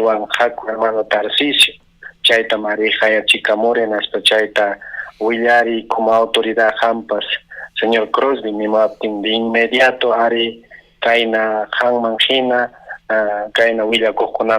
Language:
Ayacucho Quechua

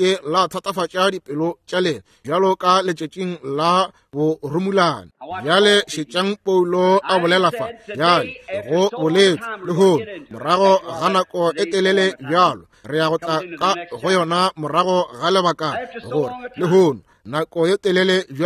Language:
Northern Sotho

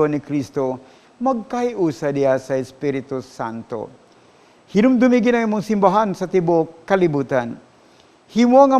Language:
Cebuano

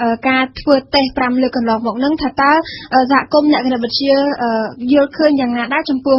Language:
Khmer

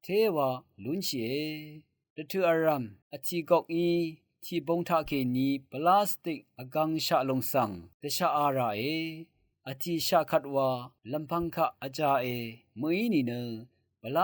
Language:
Rawang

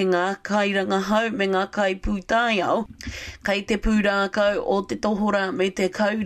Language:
Māori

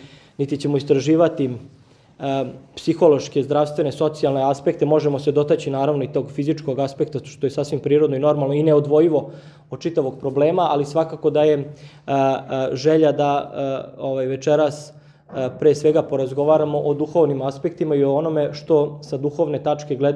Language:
Serbian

